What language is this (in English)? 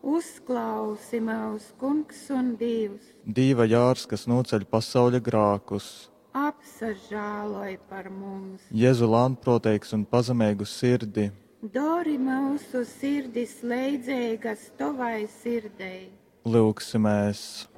Latgalian